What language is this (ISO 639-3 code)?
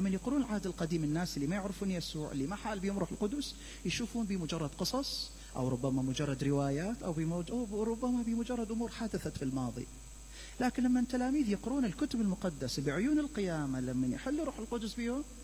acm